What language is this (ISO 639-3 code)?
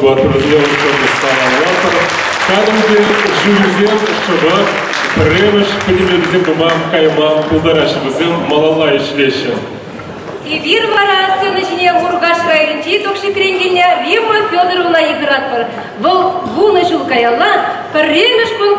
chv